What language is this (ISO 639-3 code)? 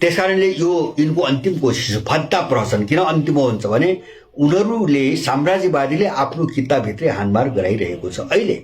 nep